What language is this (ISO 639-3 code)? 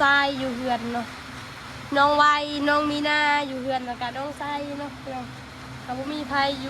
tts